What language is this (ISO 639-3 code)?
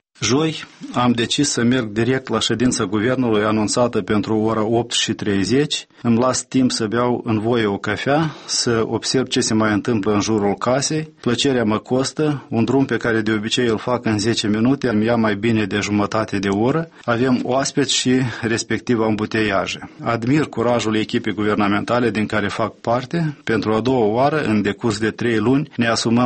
ron